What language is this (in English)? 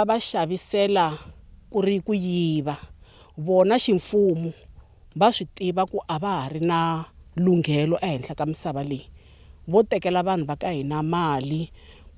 Tsonga